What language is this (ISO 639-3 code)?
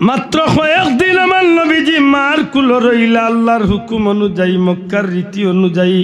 syl